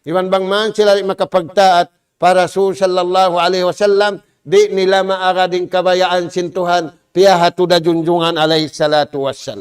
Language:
Tausug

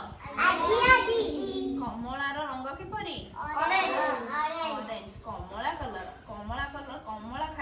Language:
Odia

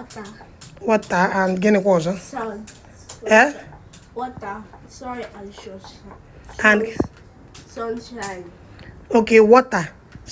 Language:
Igbo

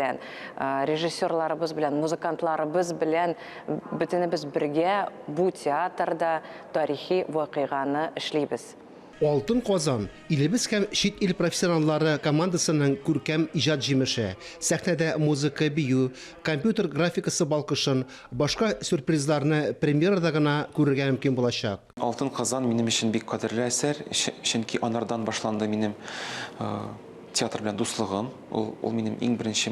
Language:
Tatar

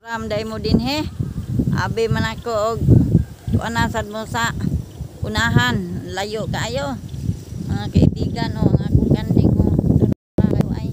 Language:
Cebuano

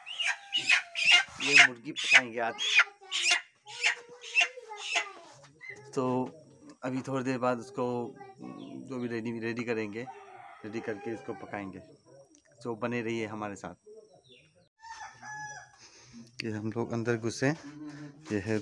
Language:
Hindi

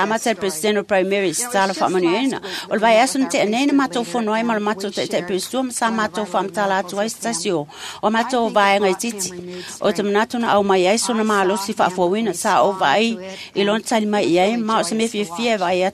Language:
Samoan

